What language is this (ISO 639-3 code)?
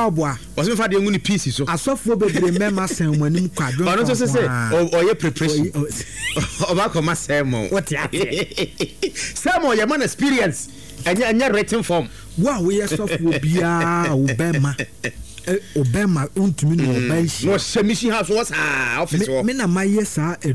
aka